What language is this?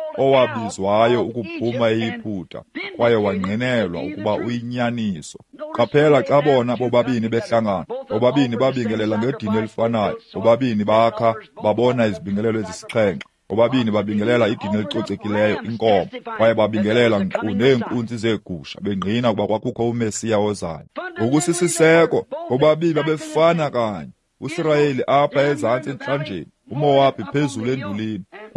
Xhosa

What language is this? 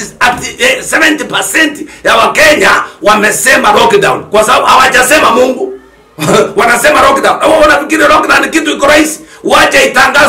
Swahili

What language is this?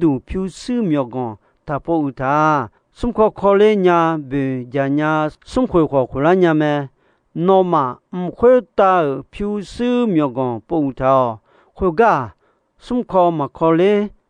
Akha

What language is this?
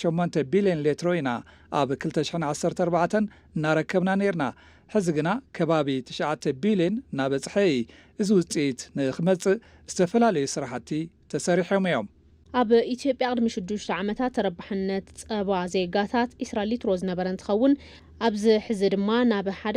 Tigrinya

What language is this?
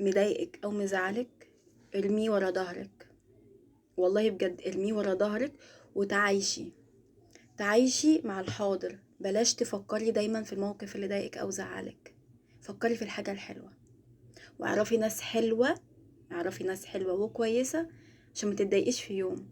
Egyptian Arabic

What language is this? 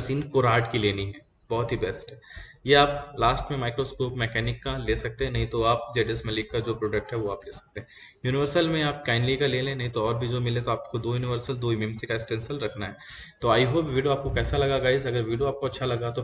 Hindi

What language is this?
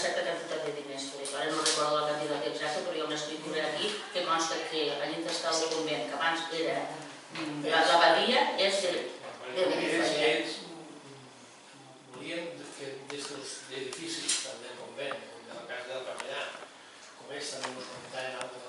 Catalan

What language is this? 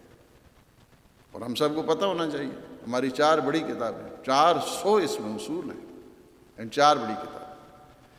Urdu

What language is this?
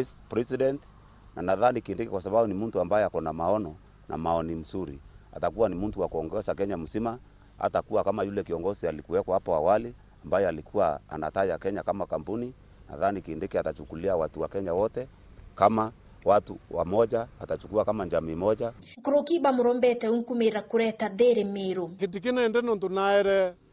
Meru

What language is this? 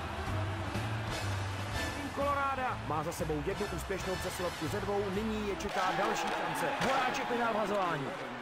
Czech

